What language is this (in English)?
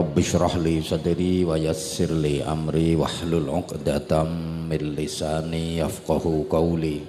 Javanese